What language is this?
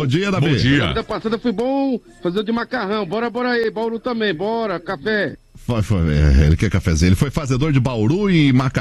Portuguese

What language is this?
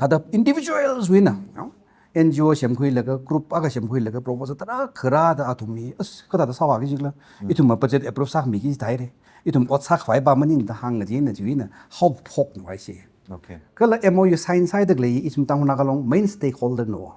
Tangkhul Naga (India)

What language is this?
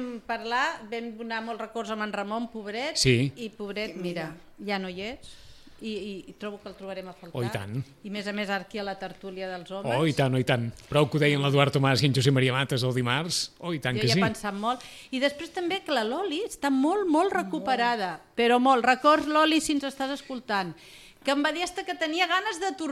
Catalan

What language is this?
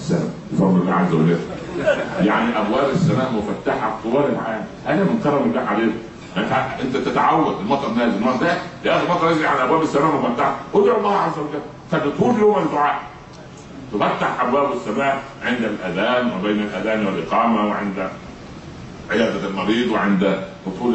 Egyptian Arabic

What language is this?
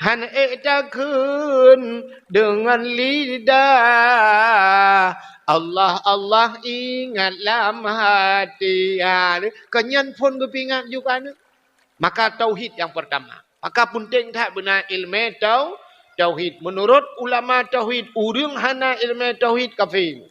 Achinese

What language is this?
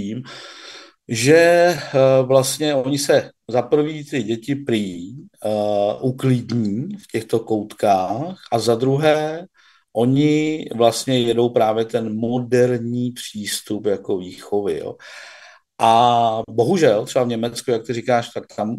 Czech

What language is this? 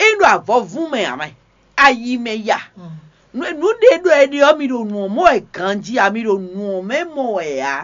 Fon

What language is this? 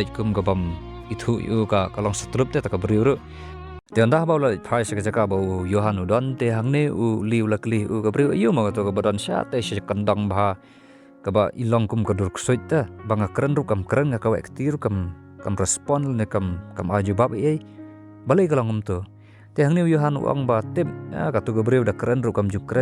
Khasi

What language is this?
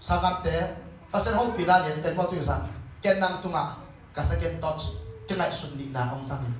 Tedim Chin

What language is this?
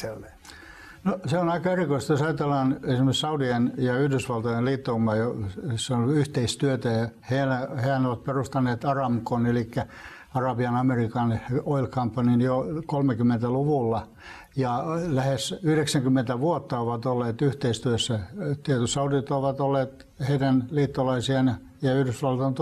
Finnish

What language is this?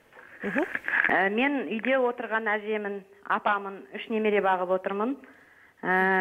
Kazakh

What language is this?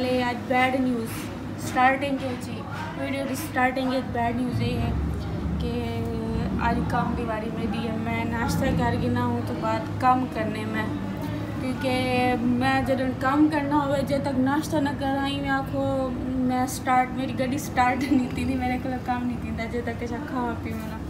Saraiki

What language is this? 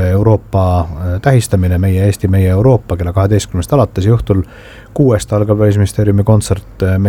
Estonian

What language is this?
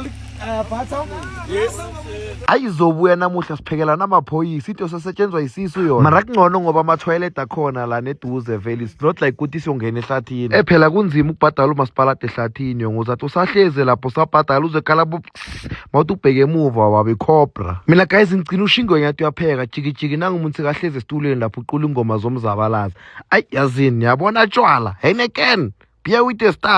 Zulu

